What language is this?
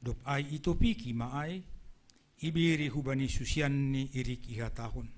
Batak Simalungun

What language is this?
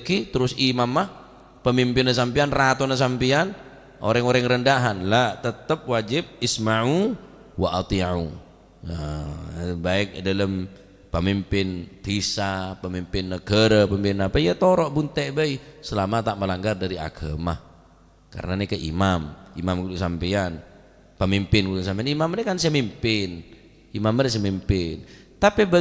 Madurese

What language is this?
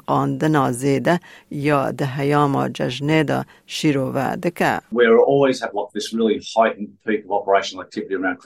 Kurdish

